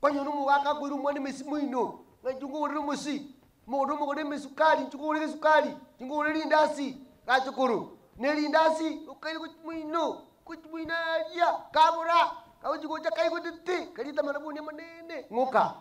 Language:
Gusii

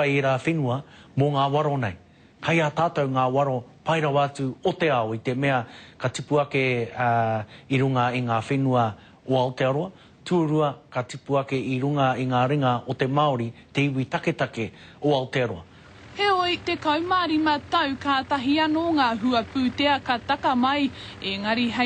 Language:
Māori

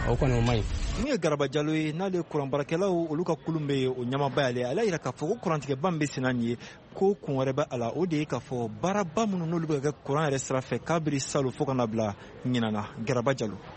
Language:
Bambara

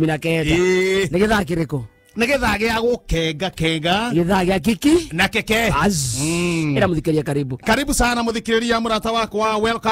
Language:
Kikuyu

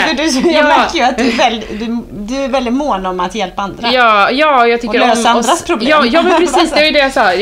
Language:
Swedish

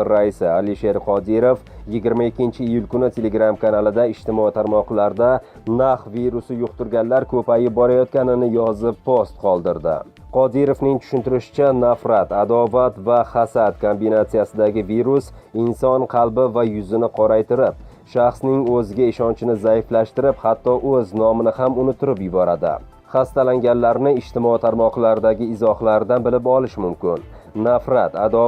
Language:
Uzbek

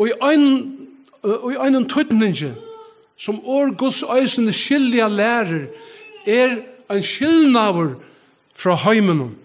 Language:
Faroese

